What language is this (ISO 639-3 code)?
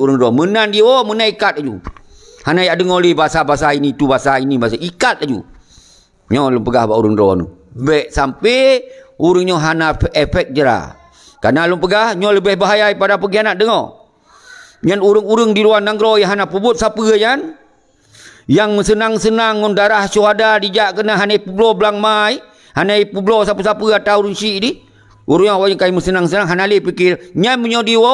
ace